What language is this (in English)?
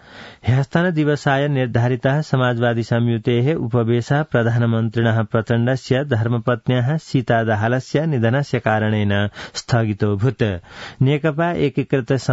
Sanskrit